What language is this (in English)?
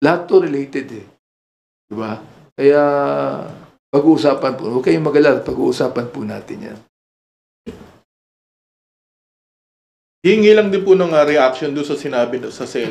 Filipino